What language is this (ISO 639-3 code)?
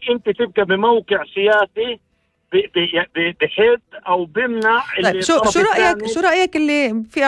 apc